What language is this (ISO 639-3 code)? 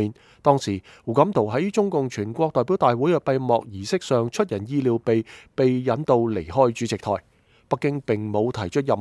yue